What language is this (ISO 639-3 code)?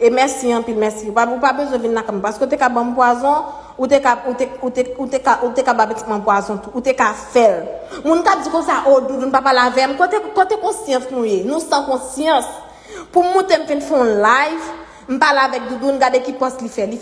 hat